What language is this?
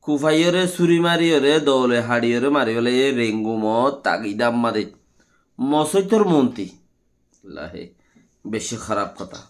Rohingya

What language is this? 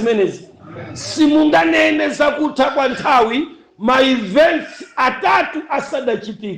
Nyanja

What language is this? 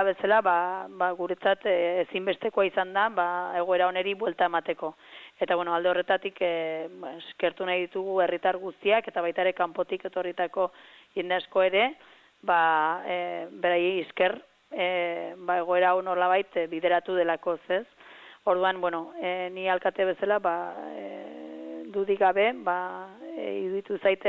Basque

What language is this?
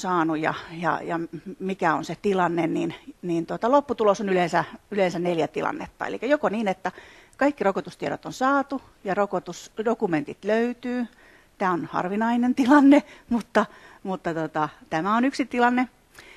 Finnish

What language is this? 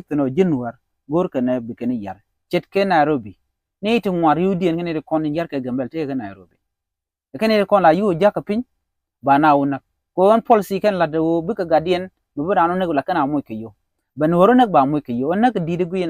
Nuer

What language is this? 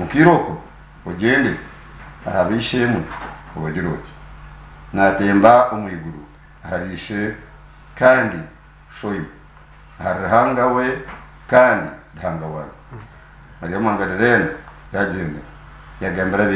Nyankole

